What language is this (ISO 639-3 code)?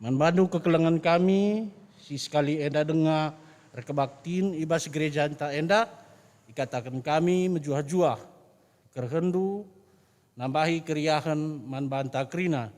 btx